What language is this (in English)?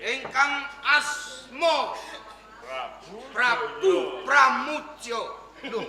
Javanese